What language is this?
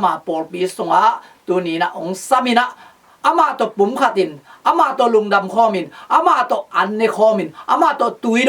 Tedim Chin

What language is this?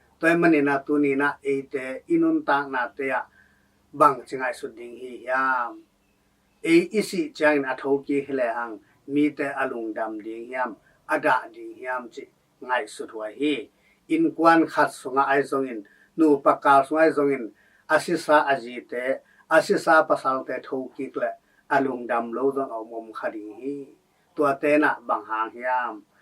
Tedim Chin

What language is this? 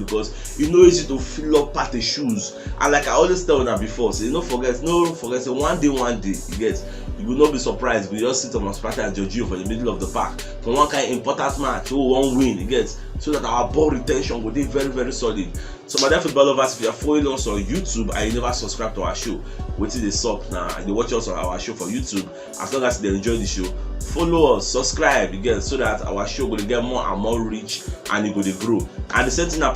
Nigerian Pidgin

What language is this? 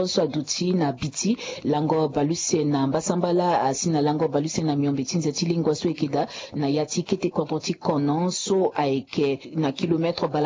Sango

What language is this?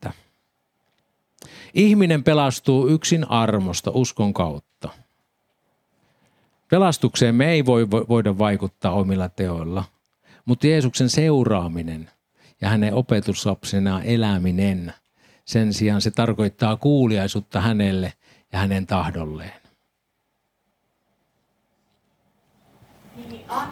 Finnish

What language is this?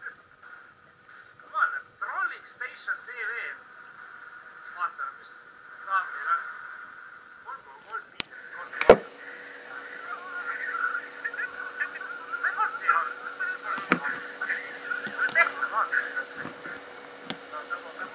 Estonian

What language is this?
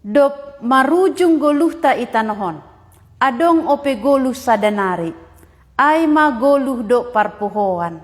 Batak Simalungun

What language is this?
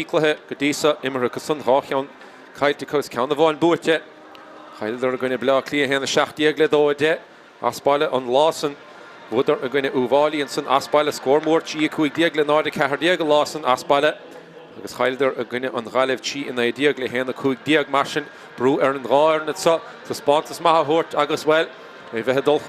Irish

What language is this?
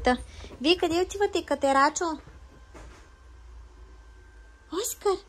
Bulgarian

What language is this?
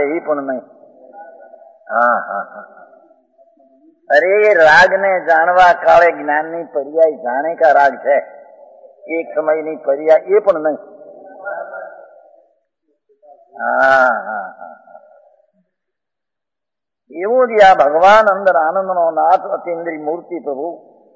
Gujarati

